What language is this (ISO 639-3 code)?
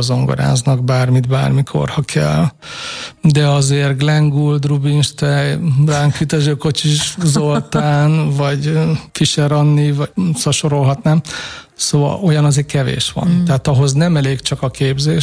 hun